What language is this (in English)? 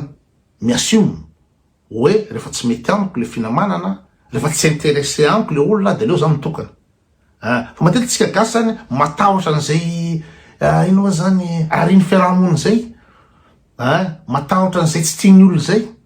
Malagasy